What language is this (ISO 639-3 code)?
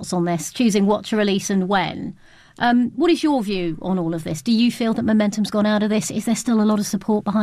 eng